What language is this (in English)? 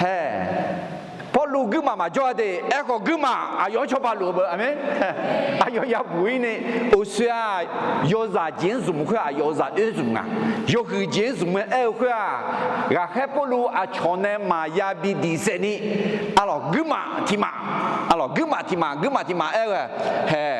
Akha